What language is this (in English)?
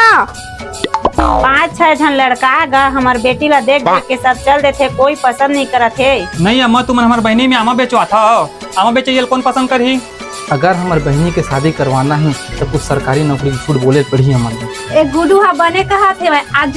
Chhattisgarhi